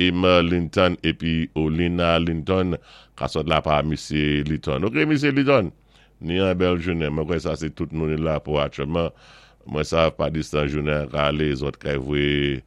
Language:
Saint Lucian Creole French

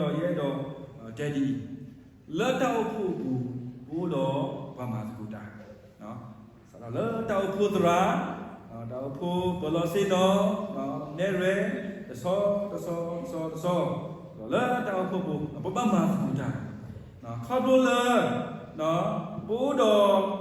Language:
S'gaw Karen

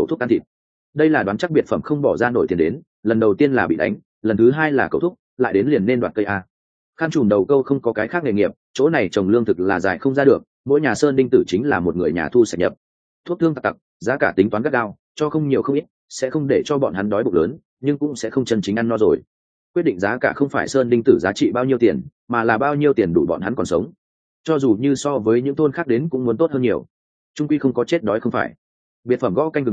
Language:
Vietnamese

